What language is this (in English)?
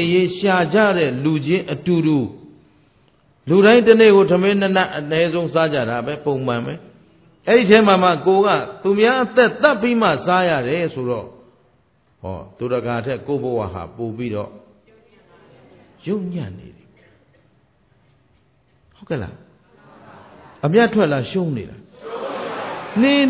Burmese